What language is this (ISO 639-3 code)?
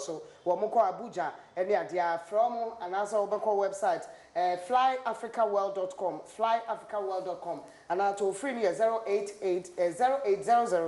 aka